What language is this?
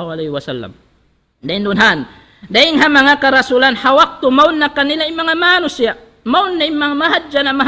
Tausug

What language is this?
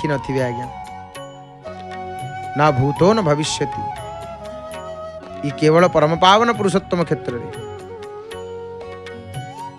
Odia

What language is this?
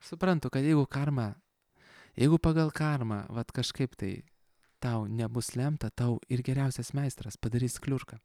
Lithuanian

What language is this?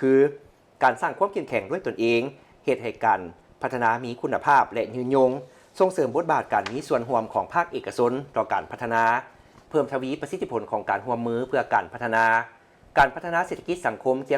Lao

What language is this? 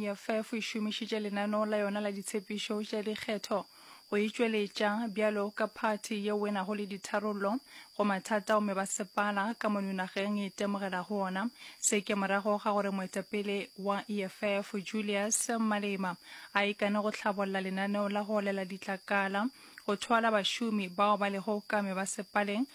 Northern Sotho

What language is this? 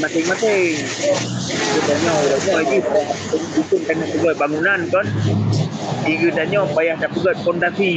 Achinese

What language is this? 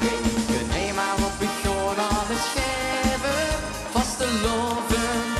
Limburgish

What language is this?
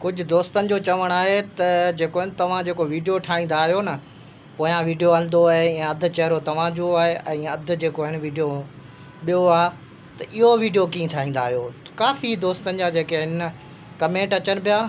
Sindhi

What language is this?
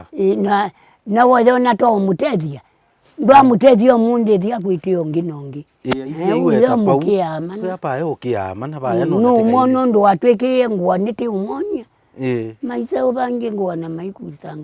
Kamba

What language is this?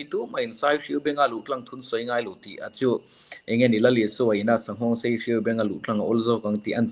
Mizo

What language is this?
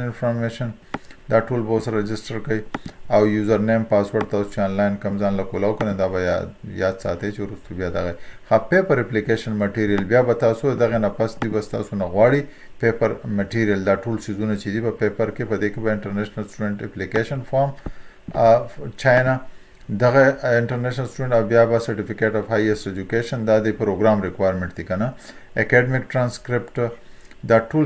Pashto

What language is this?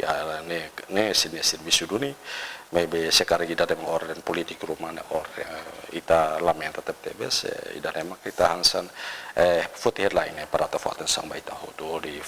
Tetum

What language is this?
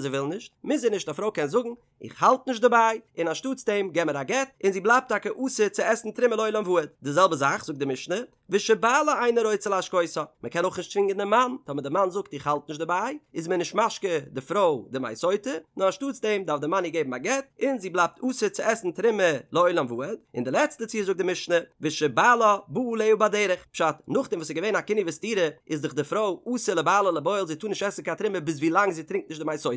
Yiddish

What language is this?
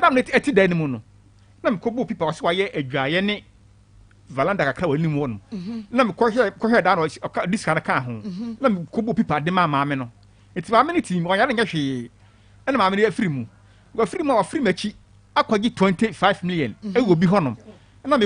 Akan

